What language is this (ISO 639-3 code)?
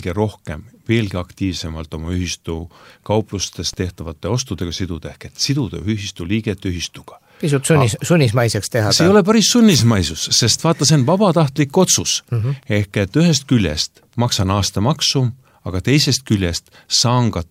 est